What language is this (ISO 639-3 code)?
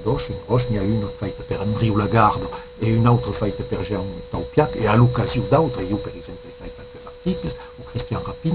oci